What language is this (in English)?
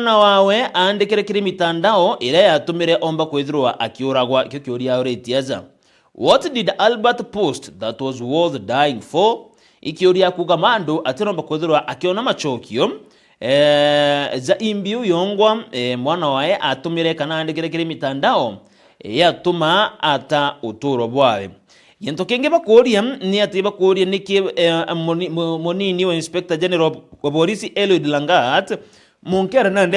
Meru